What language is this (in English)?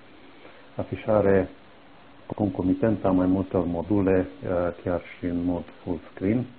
Romanian